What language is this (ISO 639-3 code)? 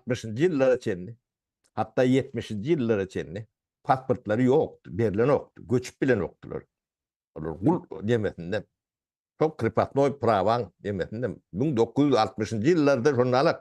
tuk